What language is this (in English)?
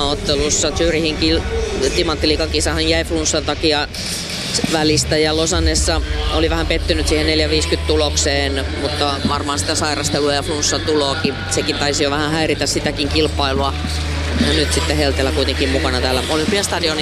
Finnish